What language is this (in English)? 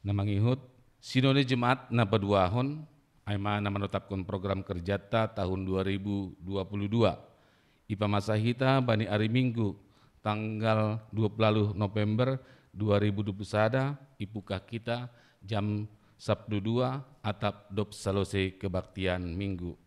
Batak Simalungun